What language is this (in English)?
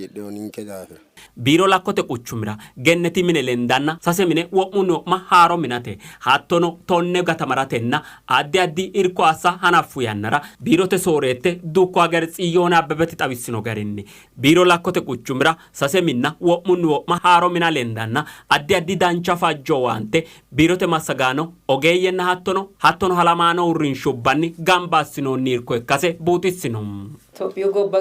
Sidamo